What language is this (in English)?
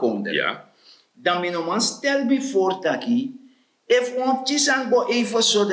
Sranan Tongo